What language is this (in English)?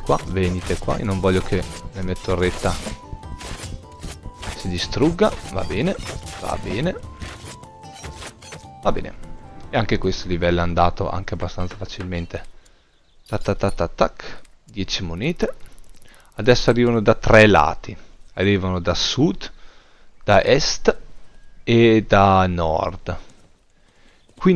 Italian